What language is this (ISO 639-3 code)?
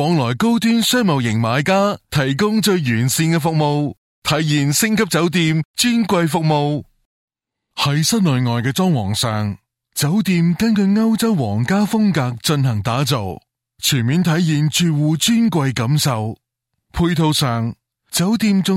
yue